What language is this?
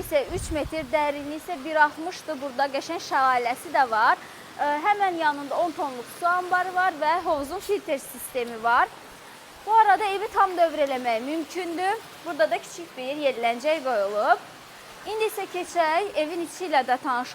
Azerbaijani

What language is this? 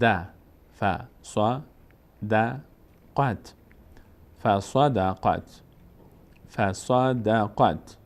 Persian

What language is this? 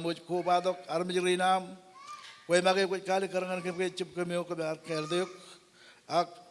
Marshallese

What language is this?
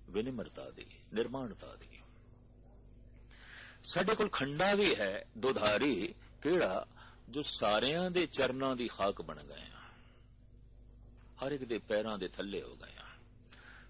Punjabi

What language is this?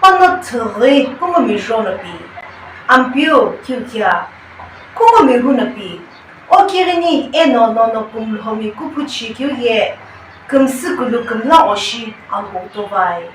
Sumi Naga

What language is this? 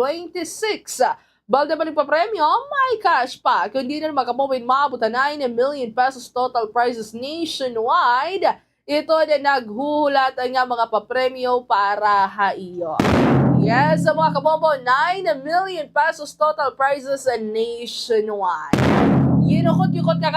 Waray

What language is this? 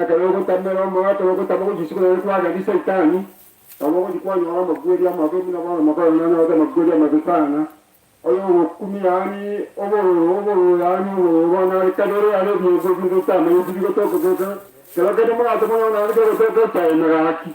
Gusii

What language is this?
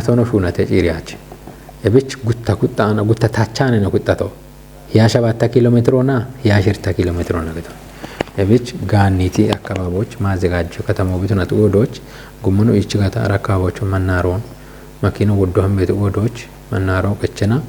Kafa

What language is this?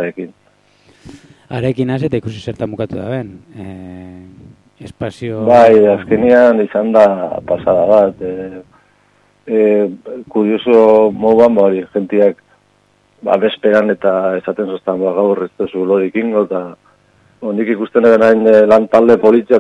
Basque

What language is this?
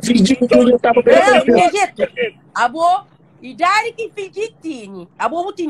Kabuverdianu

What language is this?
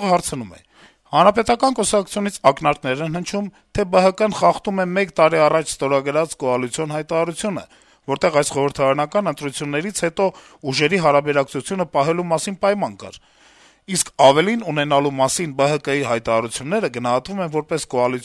Armenian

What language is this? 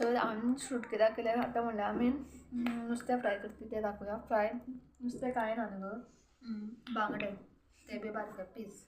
Konkani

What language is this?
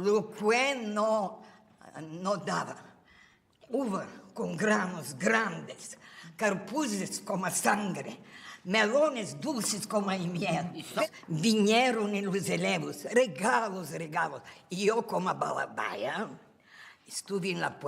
Ladino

